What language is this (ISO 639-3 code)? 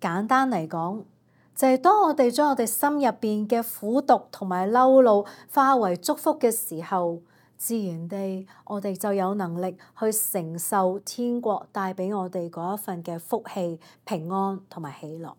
yue